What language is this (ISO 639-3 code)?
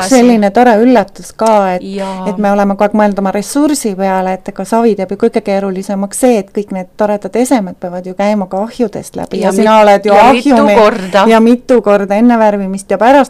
est